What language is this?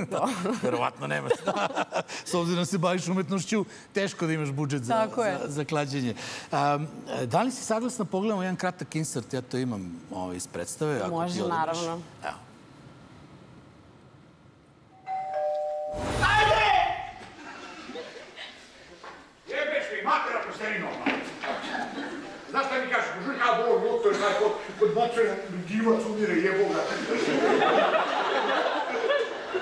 Serbian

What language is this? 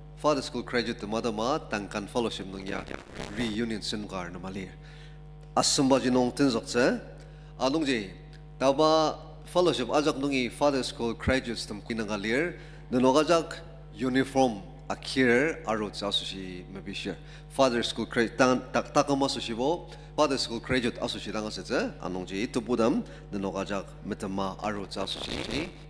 Ao Naga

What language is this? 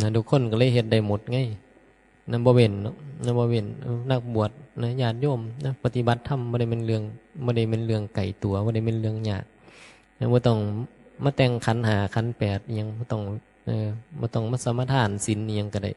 Northeastern Thai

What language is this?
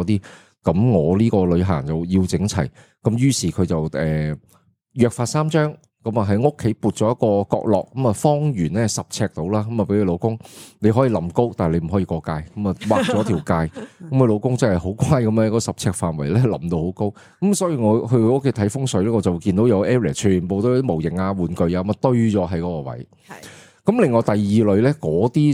Cantonese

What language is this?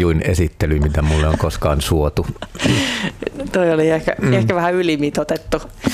Finnish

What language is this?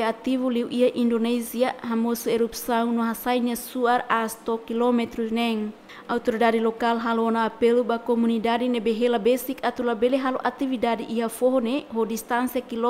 Tetum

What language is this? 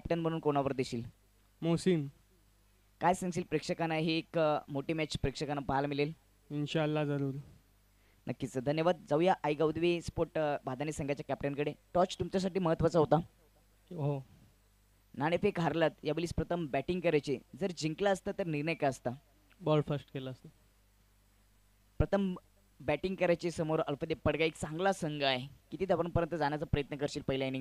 Marathi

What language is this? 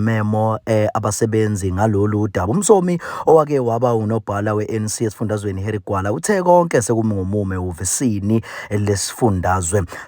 Zulu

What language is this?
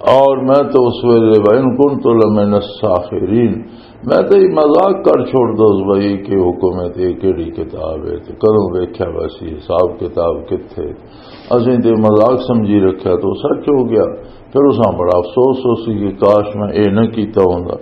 Western Panjabi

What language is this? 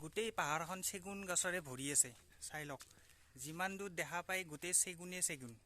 Assamese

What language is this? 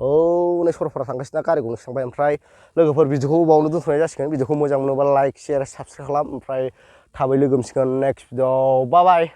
Bodo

